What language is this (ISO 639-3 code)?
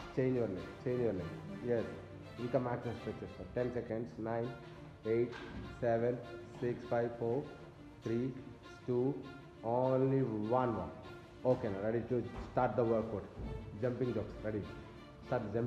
eng